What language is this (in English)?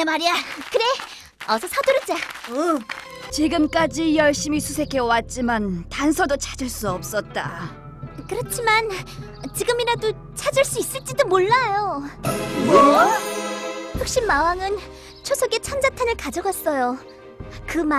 Korean